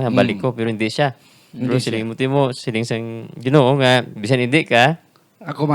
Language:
Hiligaynon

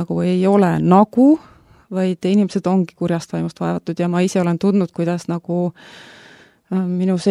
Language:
Estonian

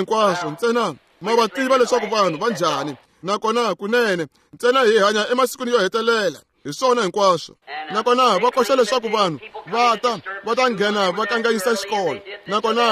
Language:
Tsonga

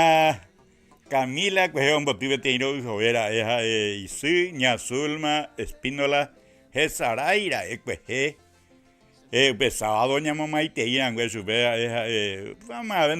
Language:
Guarani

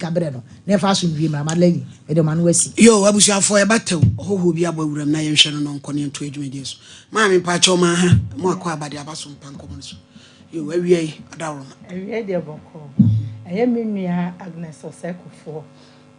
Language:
Akan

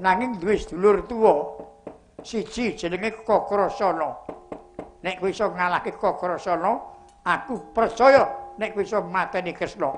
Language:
Javanese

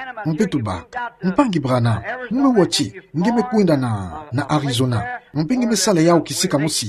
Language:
Kituba (Democratic Republic of Congo)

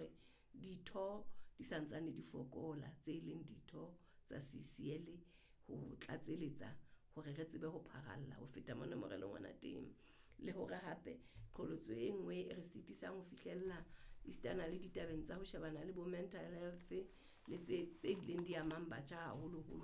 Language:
Southern Sotho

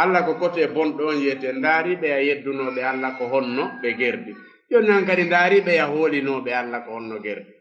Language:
Fula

